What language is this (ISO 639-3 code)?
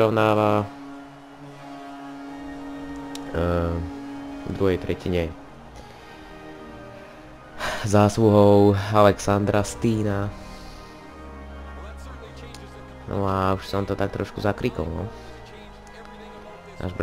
slk